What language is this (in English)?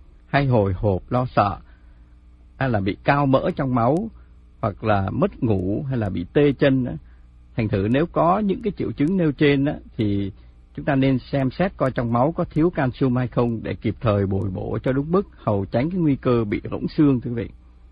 Vietnamese